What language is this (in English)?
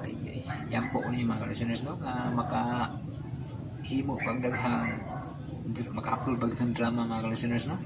Cebuano